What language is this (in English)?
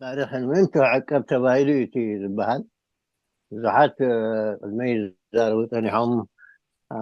Tigrinya